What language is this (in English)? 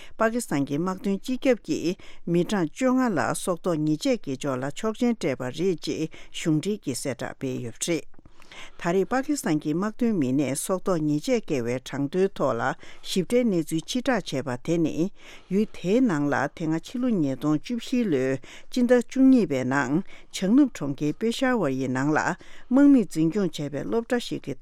Tibetan